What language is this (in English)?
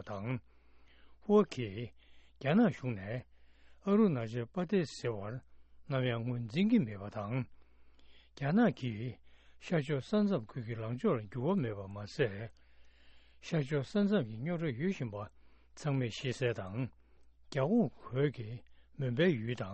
Tibetan